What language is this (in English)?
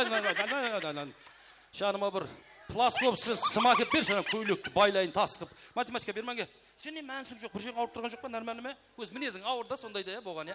Kara-Kalpak